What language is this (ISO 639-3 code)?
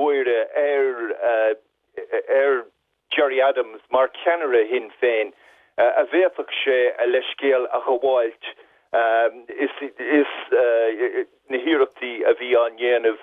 gle